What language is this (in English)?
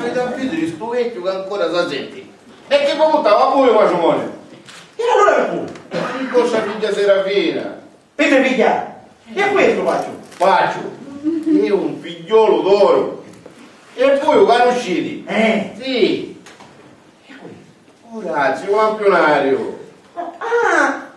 Sicilian